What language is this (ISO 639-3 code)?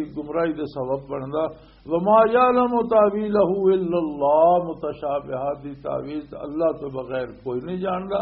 lah